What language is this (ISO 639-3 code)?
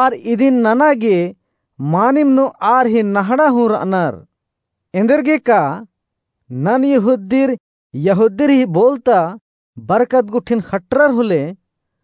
kru